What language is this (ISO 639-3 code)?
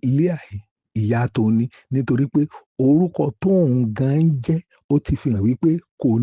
yor